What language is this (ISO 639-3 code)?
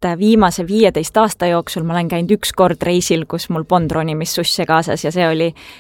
est